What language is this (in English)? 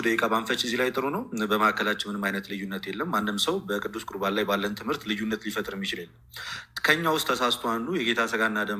Amharic